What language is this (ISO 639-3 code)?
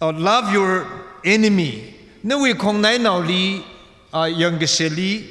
nmf